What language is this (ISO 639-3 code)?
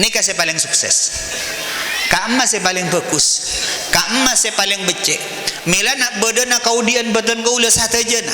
mad